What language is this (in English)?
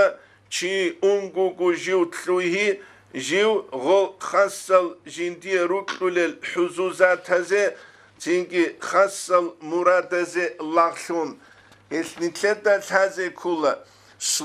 Avaric